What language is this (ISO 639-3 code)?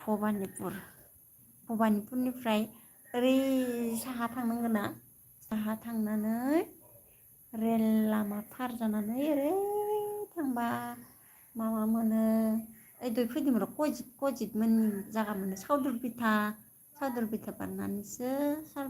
brx